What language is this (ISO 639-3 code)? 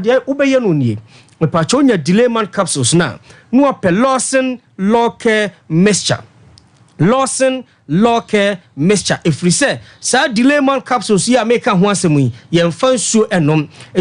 aka